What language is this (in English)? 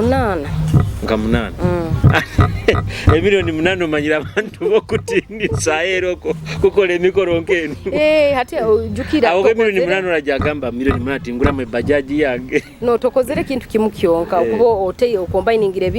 Nyoro